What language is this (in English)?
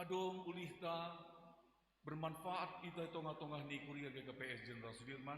Batak Simalungun